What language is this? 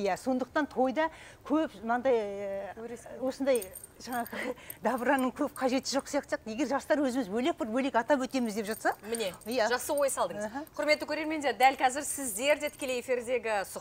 Kazakh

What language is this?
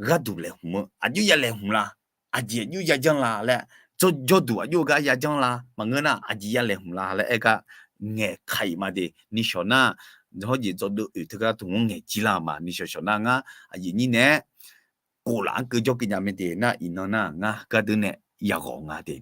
Akha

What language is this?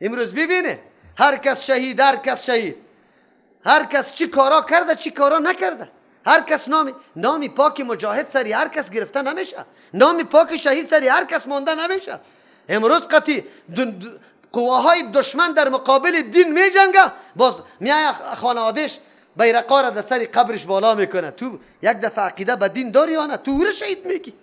Persian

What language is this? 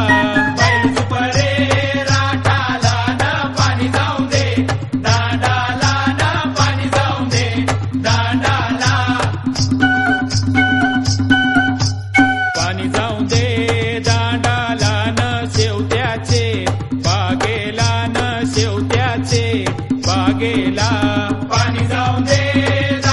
Marathi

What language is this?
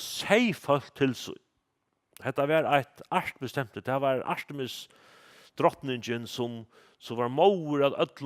Faroese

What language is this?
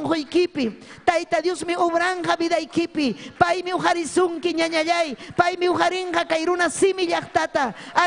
Ayacucho Quechua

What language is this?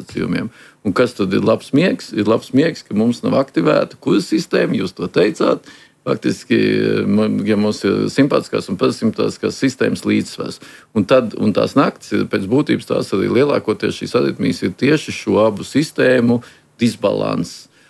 Latvian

